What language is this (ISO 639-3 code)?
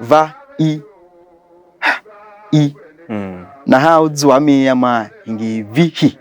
tiv